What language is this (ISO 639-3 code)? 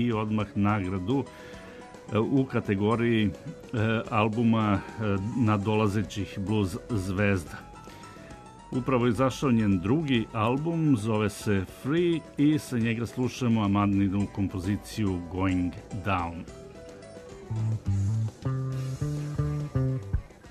srp